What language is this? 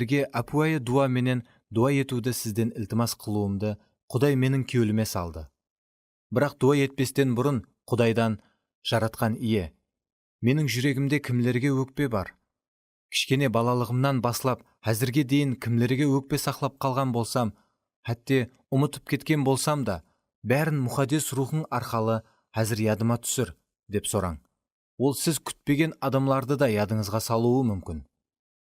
Kara-Kalpak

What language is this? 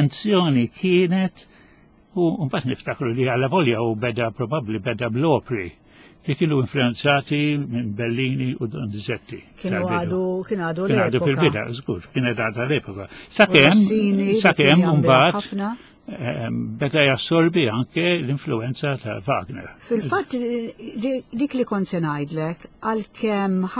Maltese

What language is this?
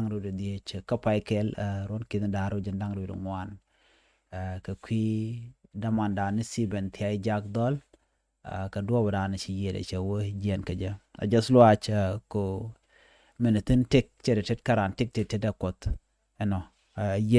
Nuer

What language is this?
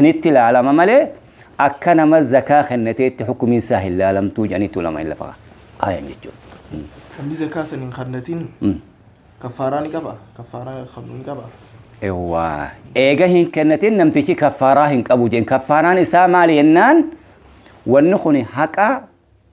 Oromo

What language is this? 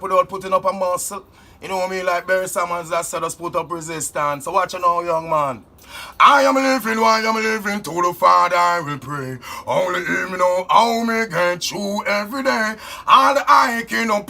Jamaican Creole English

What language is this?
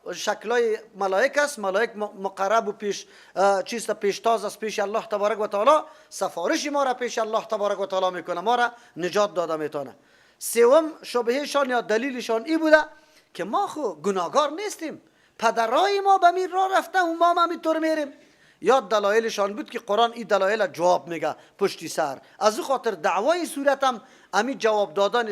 Persian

